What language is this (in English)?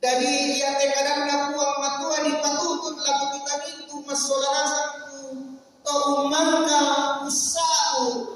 Toraja-Sa'dan